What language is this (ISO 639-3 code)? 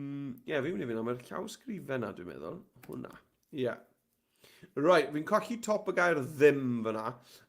cym